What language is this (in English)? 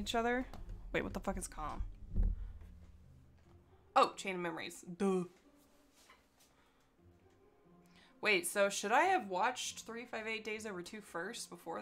English